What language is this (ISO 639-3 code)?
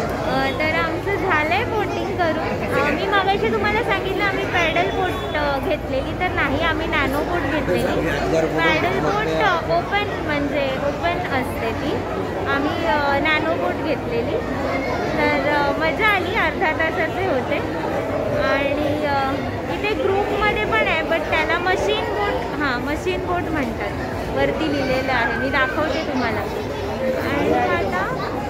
mar